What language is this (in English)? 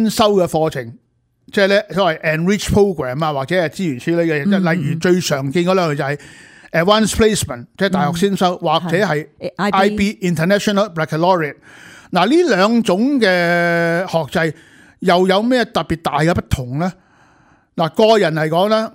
Cantonese